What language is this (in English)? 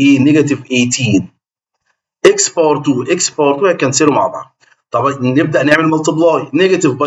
Egyptian Arabic